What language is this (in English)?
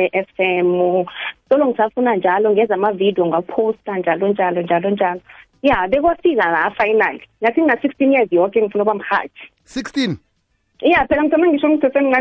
South Ndebele